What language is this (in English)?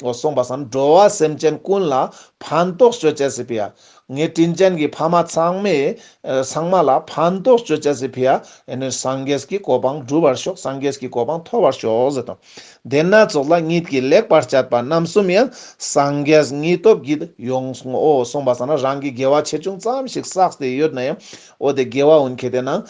Ladakhi